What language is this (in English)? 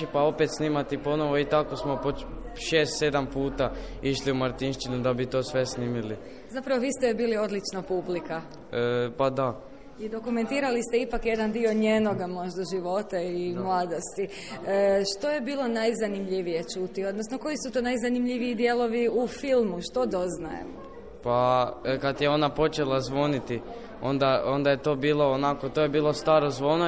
Croatian